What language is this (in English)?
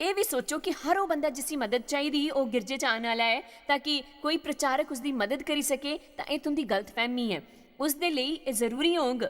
Dogri